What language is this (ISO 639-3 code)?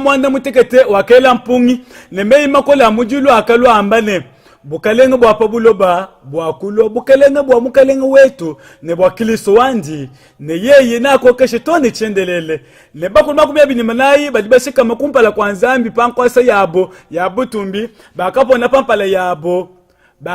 lua